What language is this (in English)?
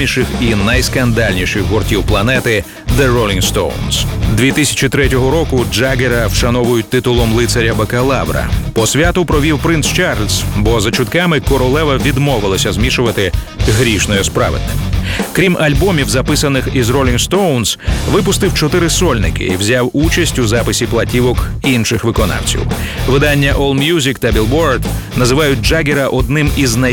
Ukrainian